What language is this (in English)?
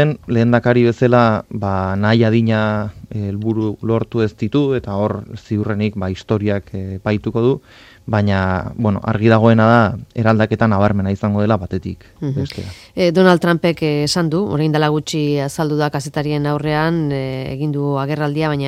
Basque